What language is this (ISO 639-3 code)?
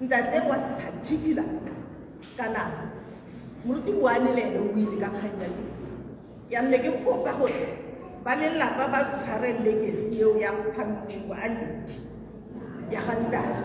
tsn